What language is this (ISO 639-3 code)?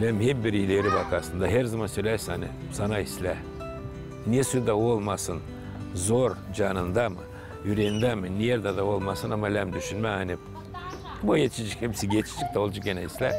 gag